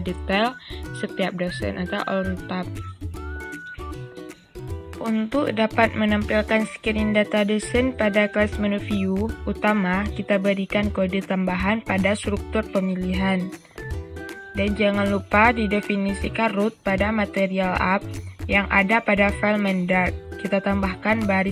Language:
Indonesian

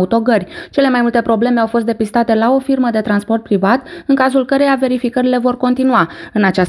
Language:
Romanian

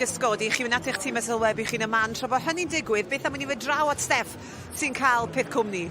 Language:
Welsh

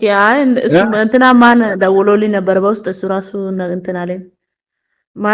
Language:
Amharic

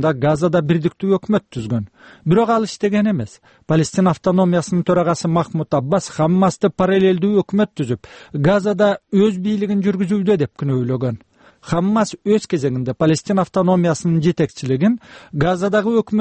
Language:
Kyrgyz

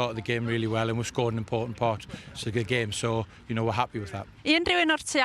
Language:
Welsh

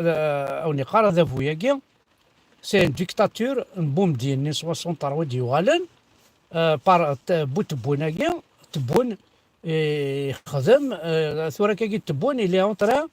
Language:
Kabyle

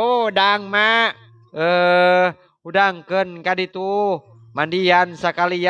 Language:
Sundanese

